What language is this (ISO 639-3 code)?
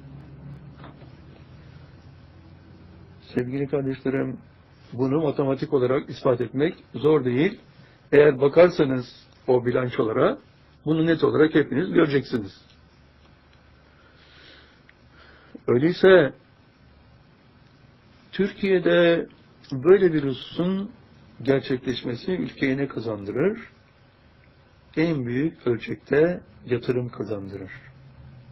tur